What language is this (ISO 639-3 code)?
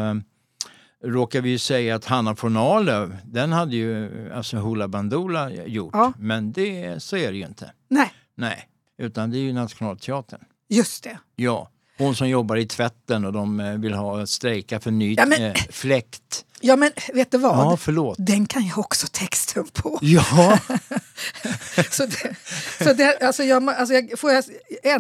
swe